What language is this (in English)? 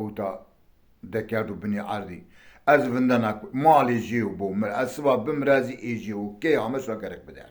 Zaza